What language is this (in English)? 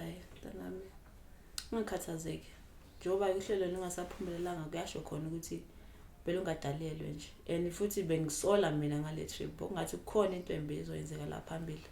Zulu